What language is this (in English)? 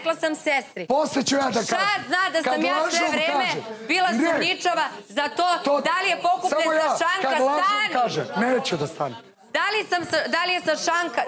Serbian